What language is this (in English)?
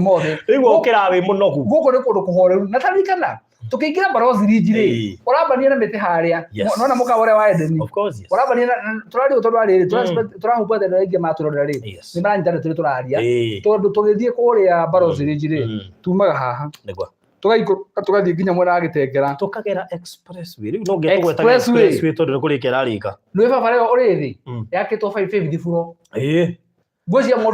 Kikuyu